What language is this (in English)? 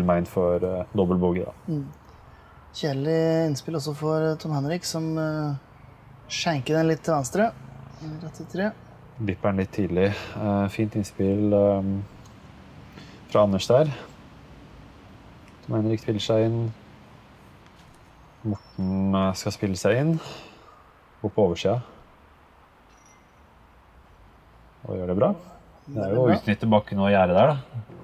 Norwegian